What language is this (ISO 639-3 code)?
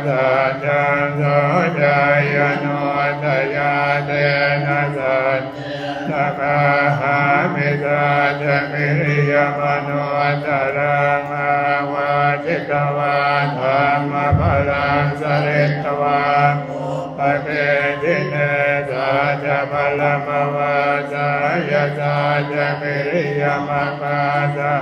pli